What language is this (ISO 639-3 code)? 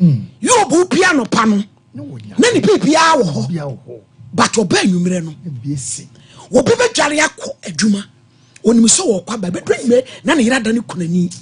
aka